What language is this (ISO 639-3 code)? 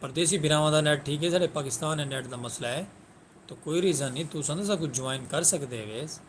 skr